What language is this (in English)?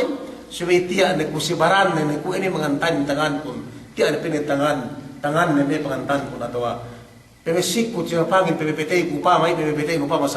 Yakan